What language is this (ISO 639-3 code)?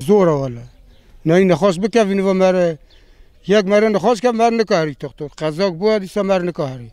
kur